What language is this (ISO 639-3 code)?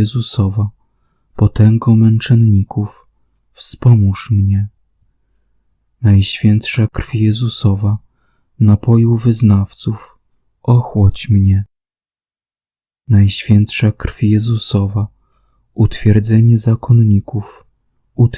pol